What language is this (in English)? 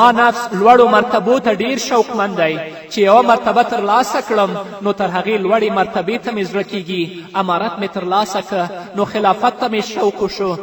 Pashto